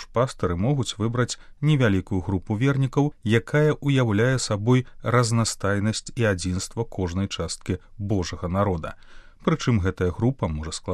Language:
Belarusian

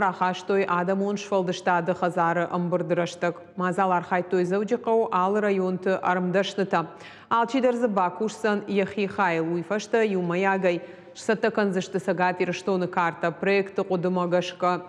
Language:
Ossetic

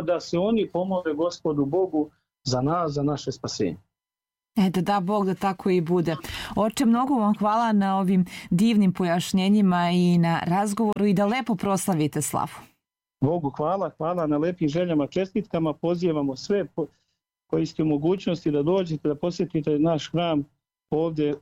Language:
Serbian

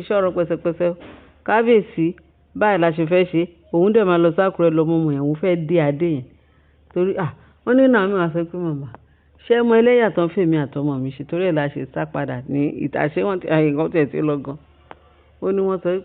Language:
Yoruba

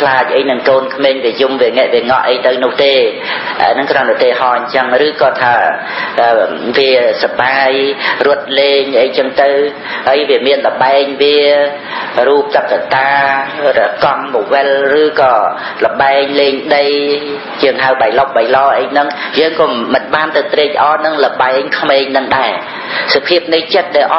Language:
Khmer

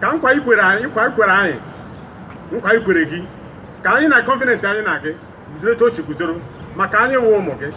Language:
Igbo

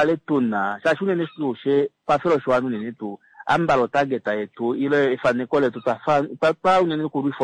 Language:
Kuanyama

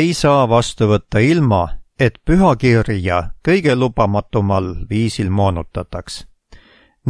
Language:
Estonian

